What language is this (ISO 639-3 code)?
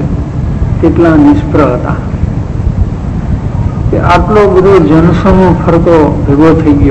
guj